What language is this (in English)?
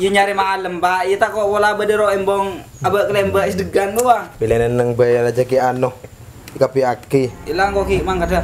Madurese